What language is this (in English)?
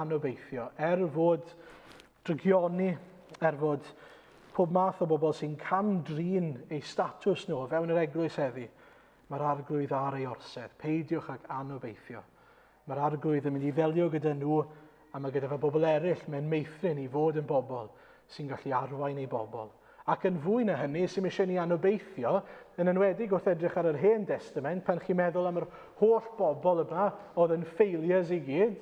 Welsh